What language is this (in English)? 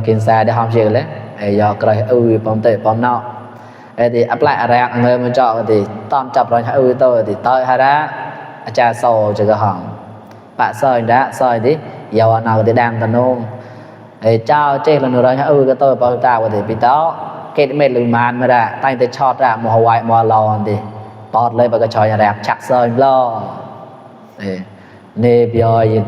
Mon